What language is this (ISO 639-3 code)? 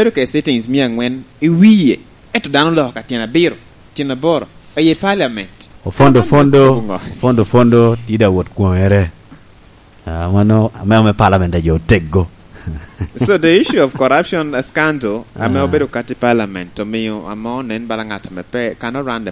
laj